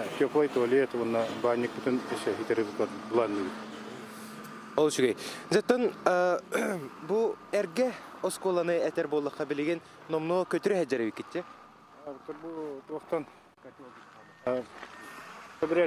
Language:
Yakut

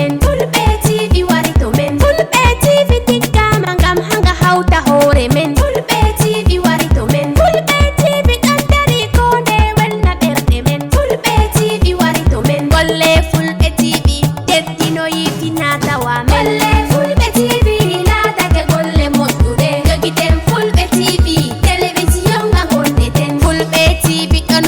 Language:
Fula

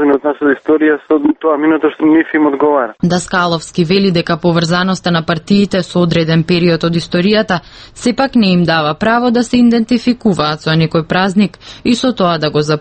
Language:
Macedonian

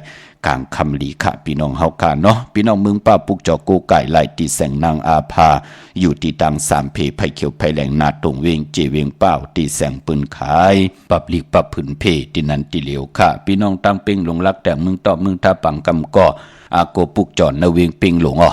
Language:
Shan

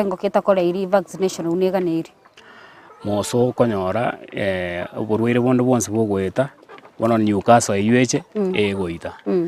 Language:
Gusii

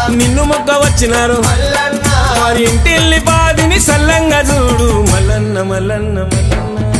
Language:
Telugu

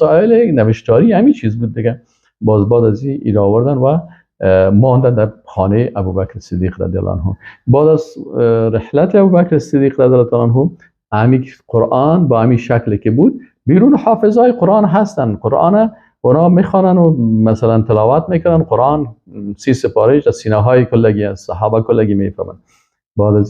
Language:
Persian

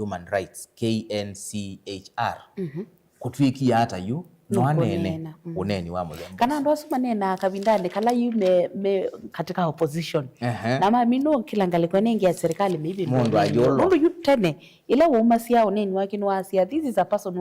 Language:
Kamba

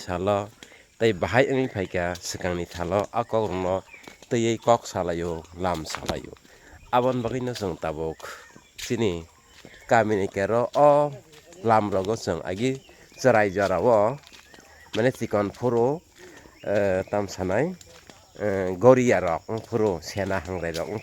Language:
Kok Borok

